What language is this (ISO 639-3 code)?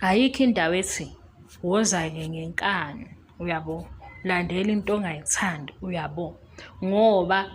zul